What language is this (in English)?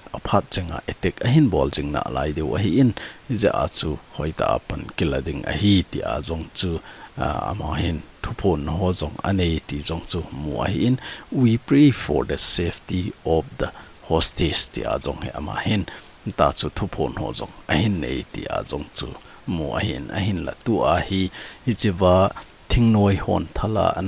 Thado Chin